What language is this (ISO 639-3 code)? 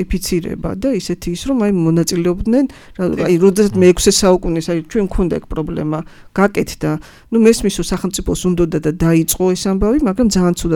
kat